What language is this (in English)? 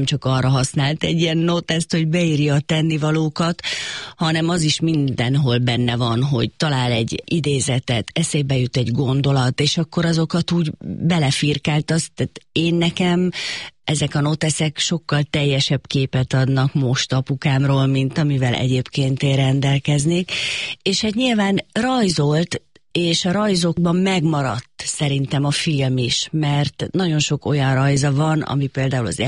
Hungarian